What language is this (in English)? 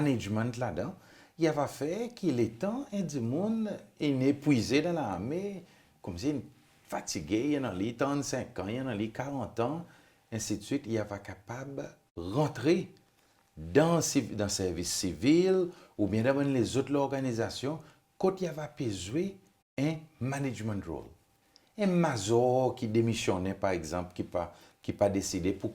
Seselwa Creole French